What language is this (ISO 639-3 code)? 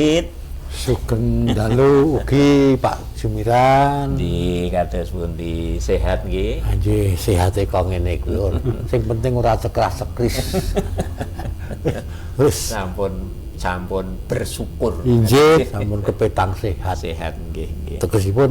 jav